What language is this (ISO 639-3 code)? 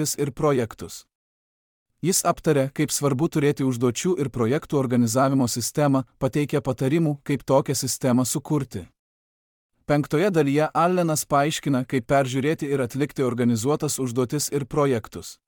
lit